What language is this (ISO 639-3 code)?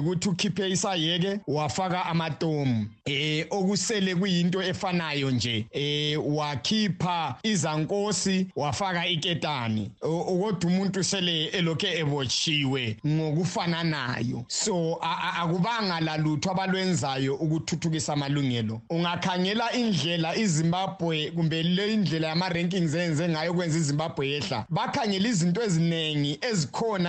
nde